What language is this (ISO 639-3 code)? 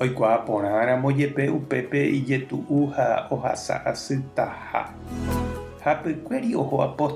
grn